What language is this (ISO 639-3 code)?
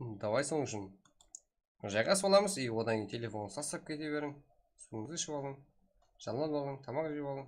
kaa